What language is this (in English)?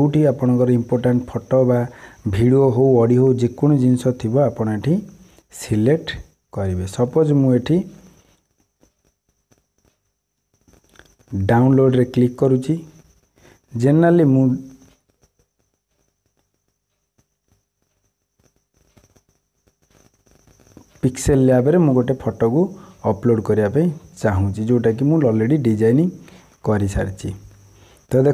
Odia